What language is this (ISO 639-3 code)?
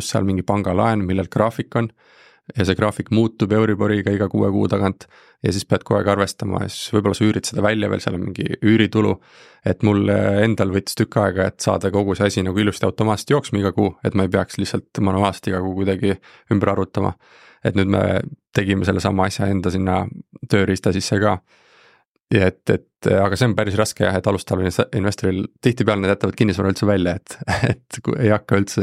est